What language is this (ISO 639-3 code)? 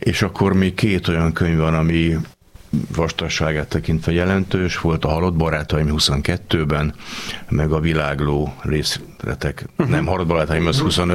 hun